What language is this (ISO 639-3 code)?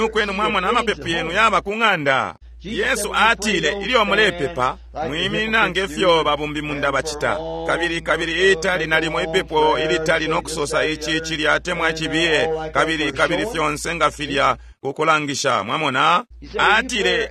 bem